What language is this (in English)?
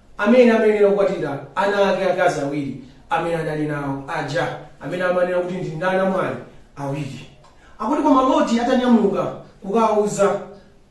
Nyanja